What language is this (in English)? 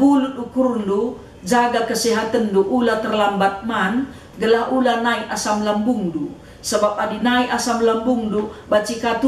Batak Karo